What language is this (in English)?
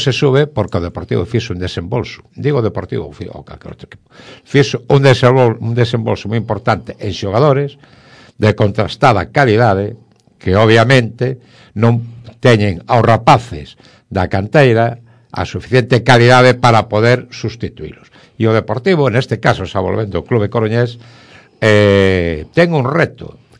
Galician